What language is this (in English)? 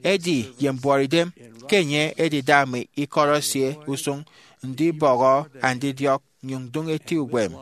Efik